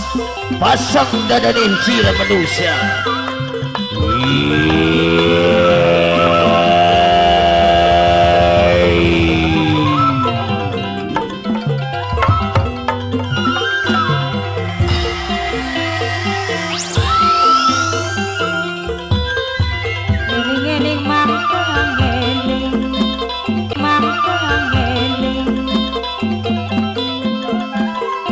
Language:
Javanese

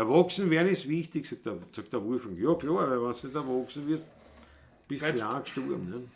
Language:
Bavarian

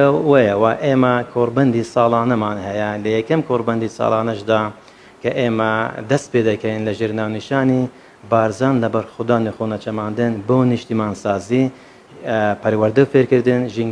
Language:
Central Kurdish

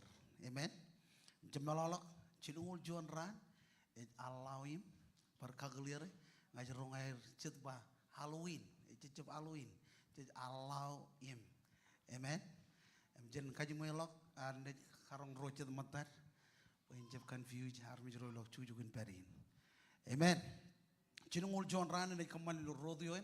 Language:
Marshallese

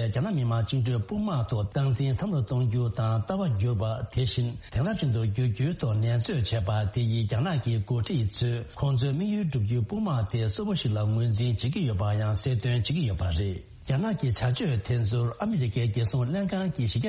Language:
Tibetan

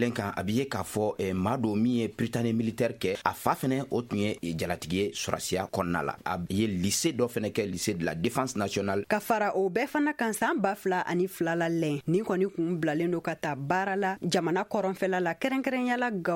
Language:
Bambara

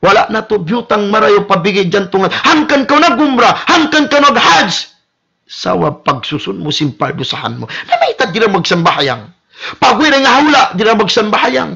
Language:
Tausug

